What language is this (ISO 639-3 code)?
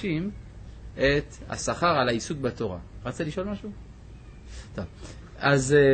heb